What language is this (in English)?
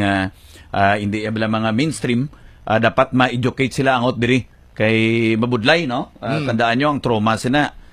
Hiligaynon